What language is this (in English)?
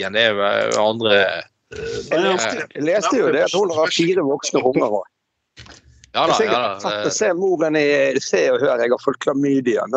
Norwegian